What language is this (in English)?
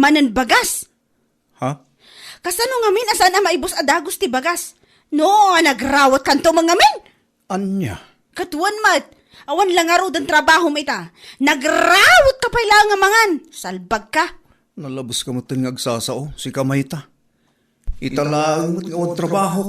Iloko